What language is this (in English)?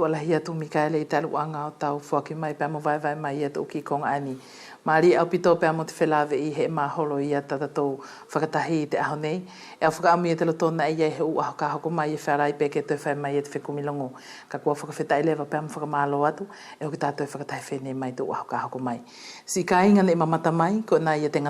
Wallisian